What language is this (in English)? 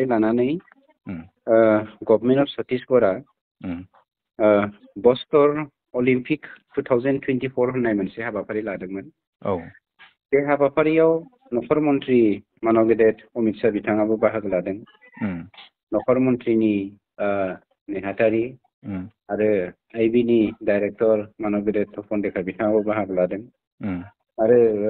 Bodo